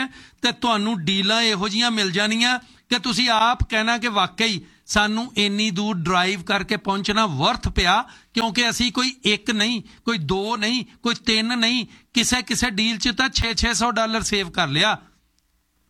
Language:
Punjabi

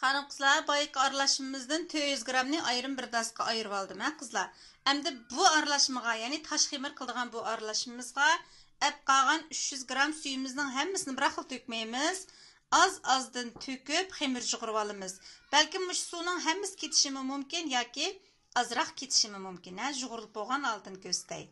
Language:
Uyghur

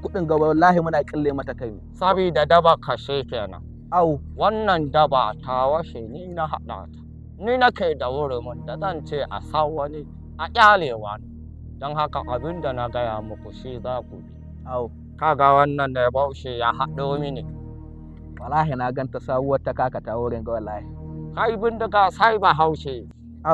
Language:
Hausa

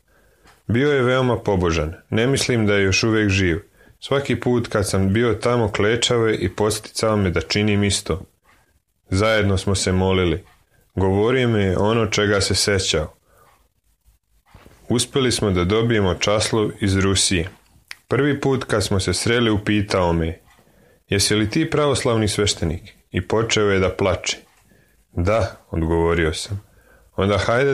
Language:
Serbian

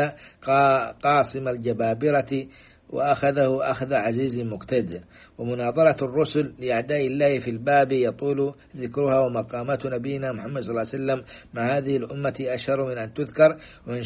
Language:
Arabic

